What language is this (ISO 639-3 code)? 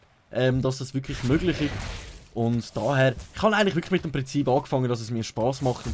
gsw